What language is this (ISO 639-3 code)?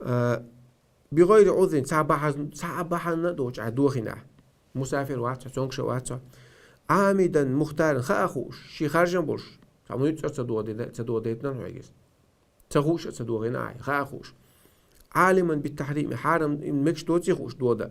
che